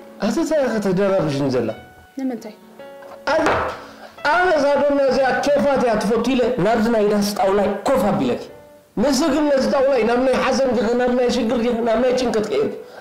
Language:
Tigrinya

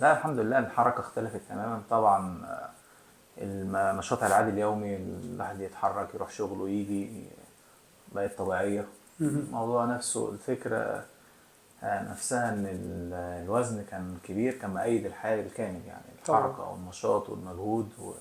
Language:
Egyptian Arabic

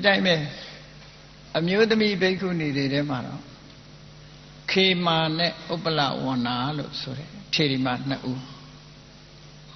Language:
Burmese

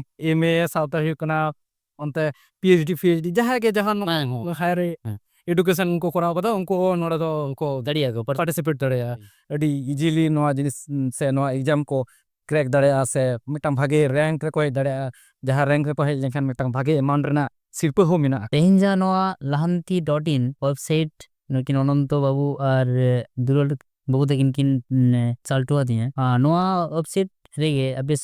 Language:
Santali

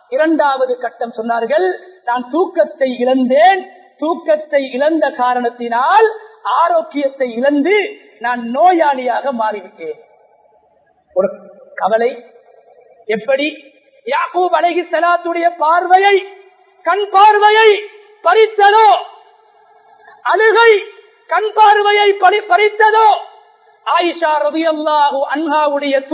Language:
Tamil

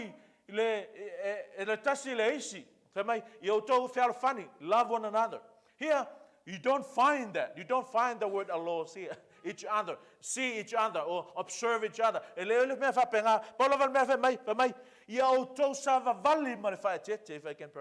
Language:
Samoan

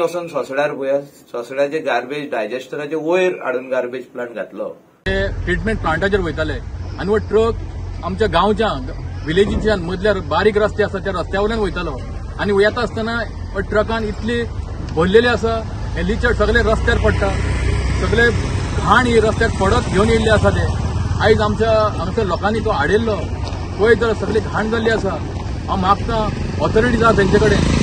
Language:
Konkani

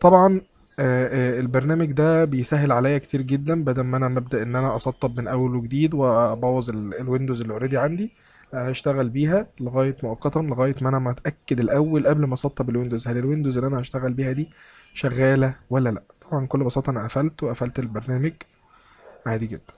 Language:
Egyptian Arabic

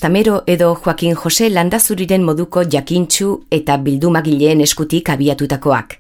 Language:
Basque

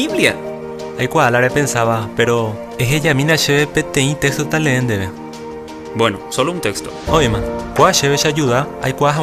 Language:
Guarani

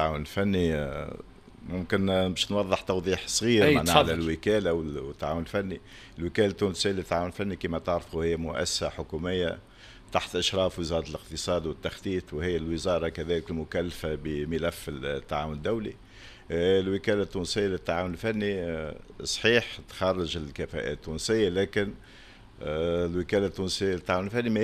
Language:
Tunisian Arabic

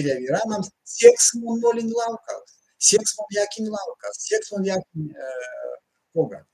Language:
Erzya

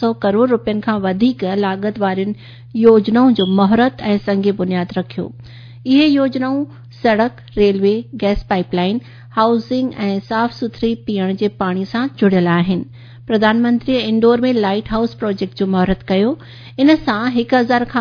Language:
Sindhi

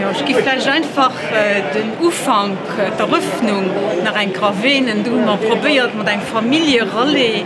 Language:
Luxembourgish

